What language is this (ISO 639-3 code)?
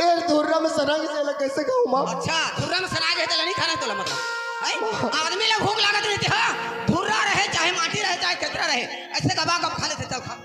hne